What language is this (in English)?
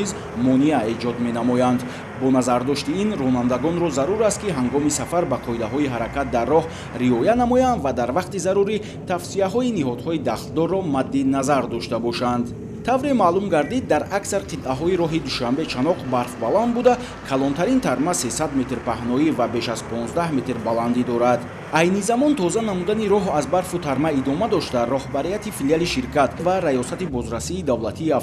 Tajik